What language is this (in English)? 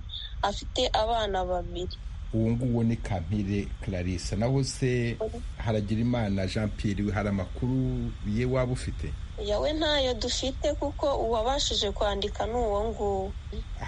Kinyarwanda